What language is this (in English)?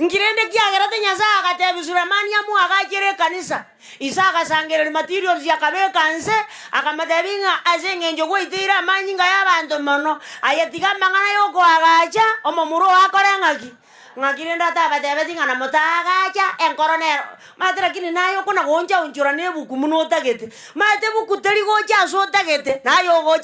Gusii